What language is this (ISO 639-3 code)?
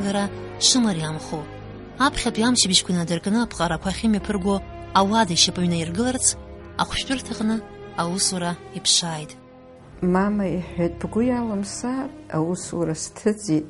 abk